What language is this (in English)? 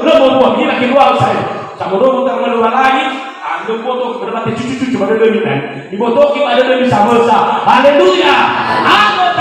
Nias